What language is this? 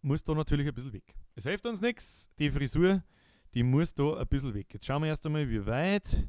Bavarian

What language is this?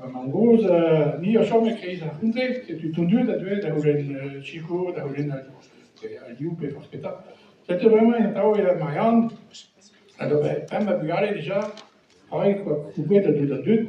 Breton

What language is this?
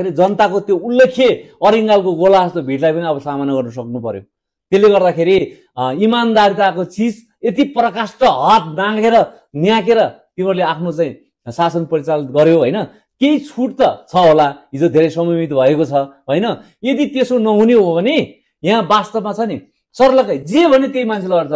Nepali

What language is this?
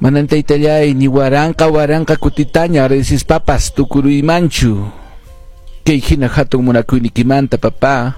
Quechua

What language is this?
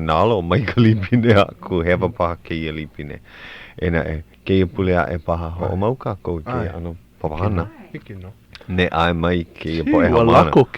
Hawaiian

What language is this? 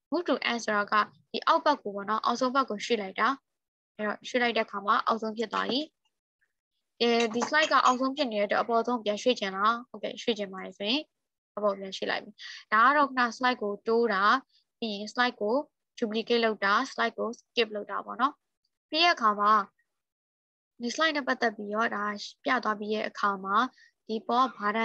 Burmese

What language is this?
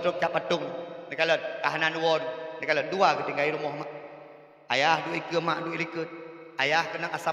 Achinese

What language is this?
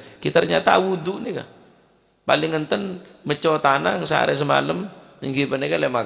Madurese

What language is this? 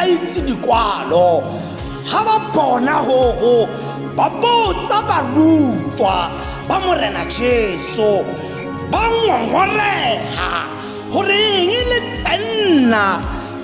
Tswana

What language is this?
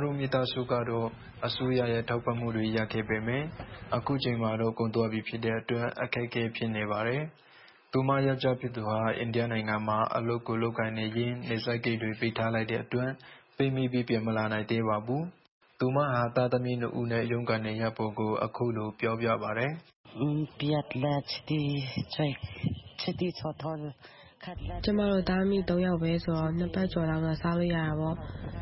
Burmese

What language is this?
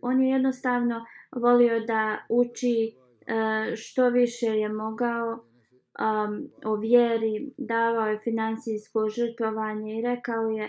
Bosnian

